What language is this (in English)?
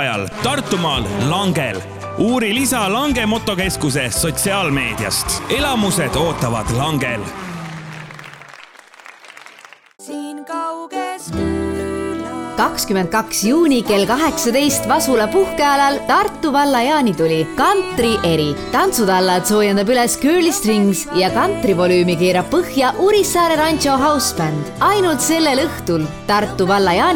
Estonian